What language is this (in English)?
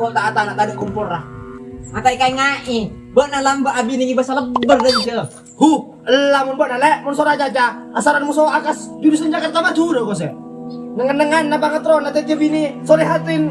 Madurese